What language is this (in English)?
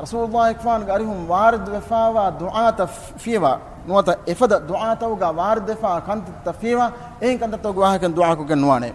Divehi